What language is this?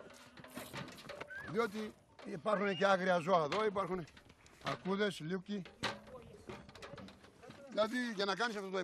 Greek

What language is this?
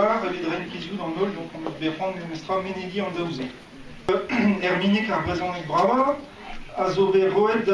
Breton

